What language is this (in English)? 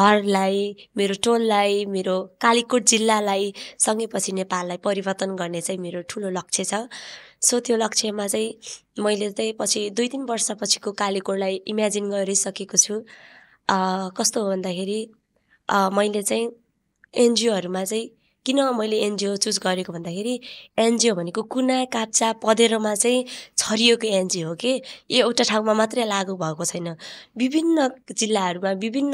Nepali